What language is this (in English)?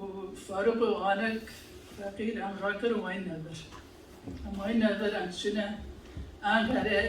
Kurdish